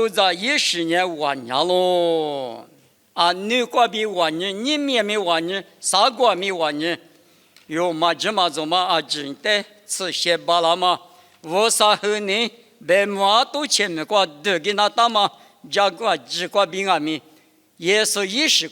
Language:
Lisu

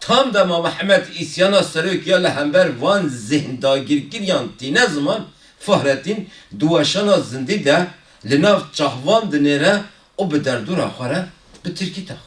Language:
Kurdish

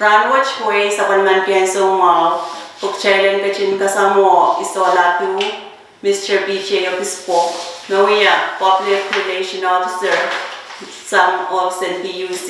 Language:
Pohnpeian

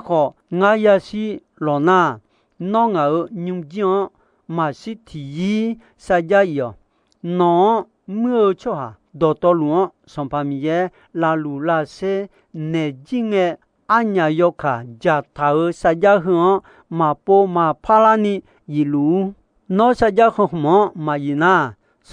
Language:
Akha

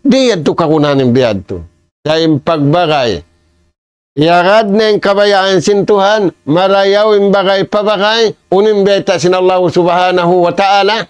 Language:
Tausug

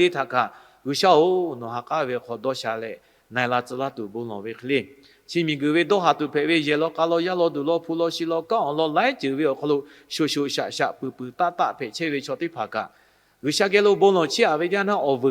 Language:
Lahu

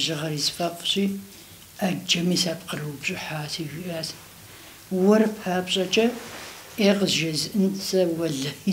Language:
Kabardian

